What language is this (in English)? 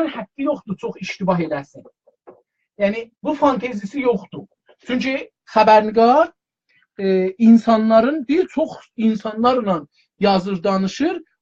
South Azerbaijani